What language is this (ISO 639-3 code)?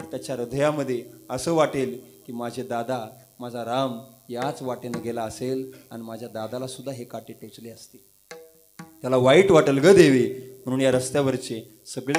mar